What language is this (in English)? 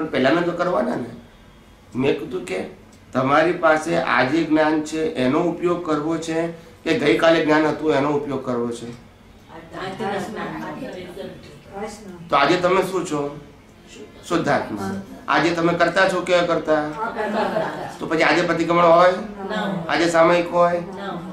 Gujarati